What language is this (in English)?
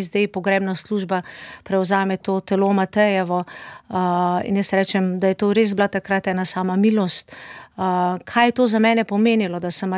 Slovenian